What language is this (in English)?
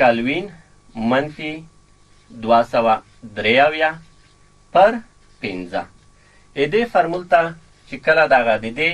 Pashto